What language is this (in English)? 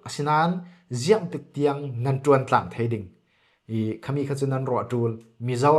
Falam Chin